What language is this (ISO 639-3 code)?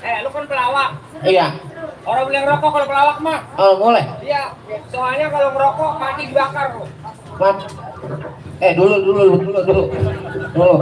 bew